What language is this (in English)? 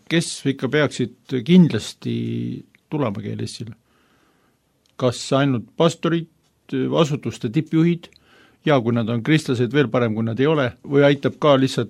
Estonian